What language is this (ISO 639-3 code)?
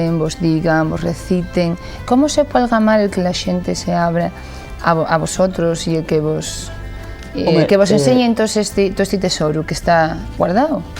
ast